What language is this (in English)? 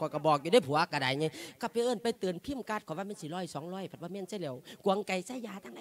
Lao